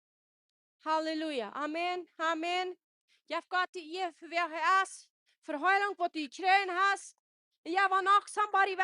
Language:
Plautdietsch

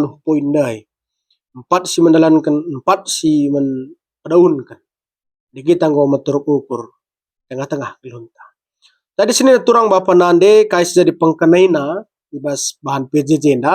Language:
Batak Karo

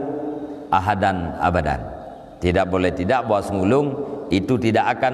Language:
Achinese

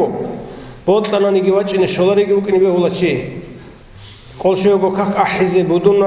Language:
Avaric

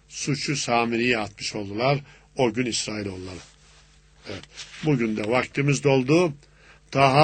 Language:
Turkish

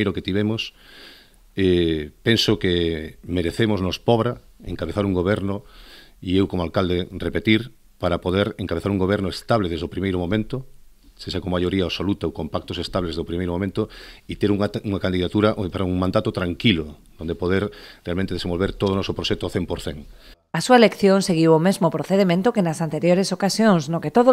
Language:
Galician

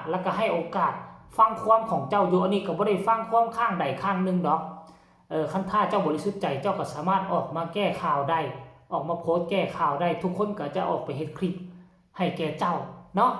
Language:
Northeastern Thai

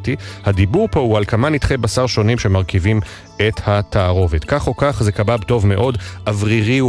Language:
Hebrew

